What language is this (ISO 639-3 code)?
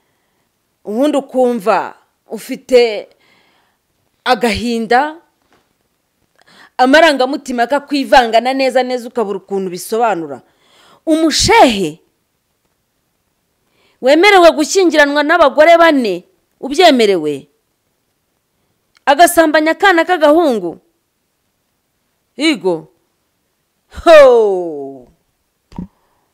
kin